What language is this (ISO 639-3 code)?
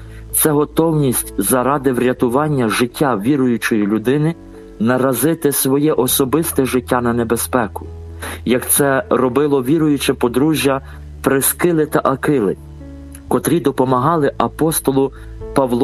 ukr